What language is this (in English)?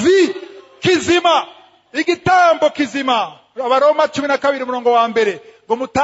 Rundi